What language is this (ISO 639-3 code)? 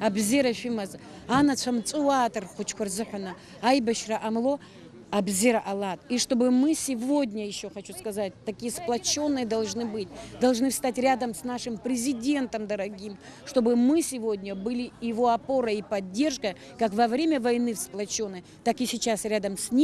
abk